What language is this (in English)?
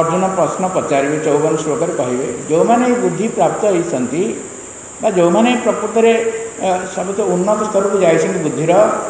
Odia